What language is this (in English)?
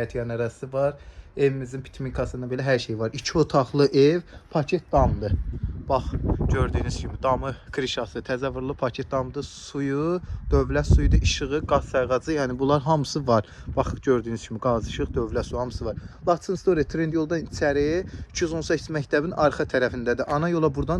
Azerbaijani